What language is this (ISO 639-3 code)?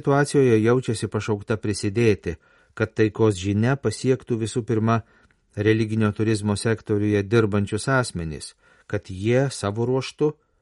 lit